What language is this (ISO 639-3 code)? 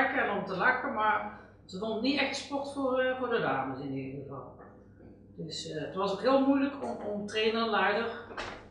nld